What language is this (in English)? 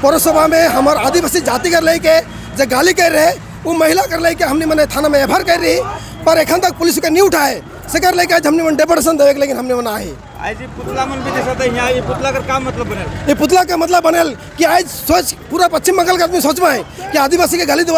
Sadri